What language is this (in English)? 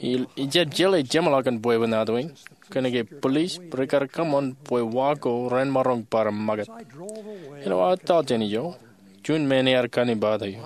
Marshallese